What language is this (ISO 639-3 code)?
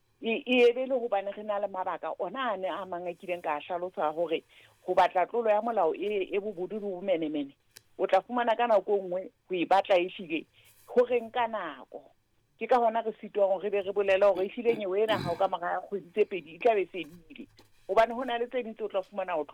sot